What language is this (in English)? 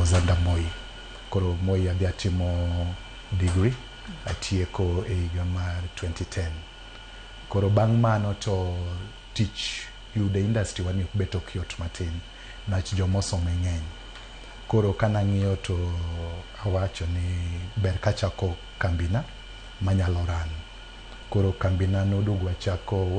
Luo (Kenya and Tanzania)